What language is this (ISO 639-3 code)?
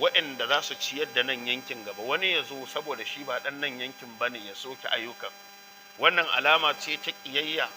hau